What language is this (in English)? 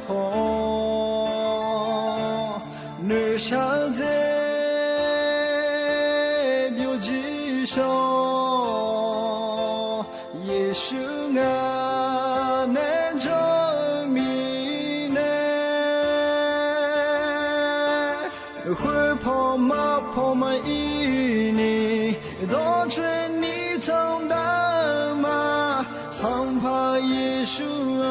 Akha